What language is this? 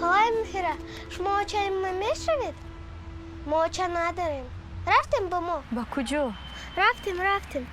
Tajik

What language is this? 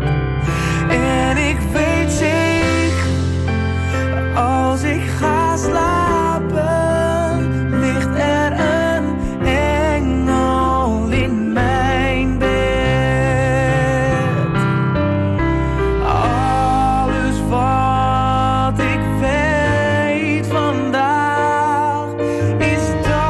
Dutch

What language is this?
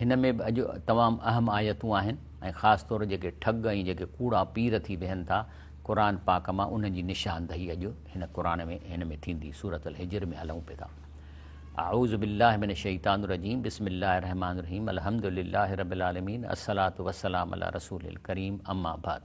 Sindhi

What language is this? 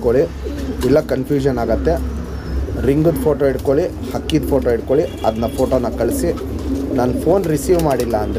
Kannada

